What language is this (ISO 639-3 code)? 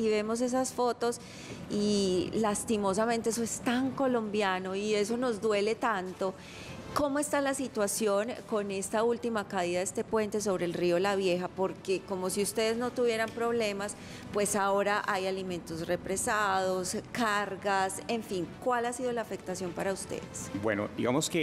spa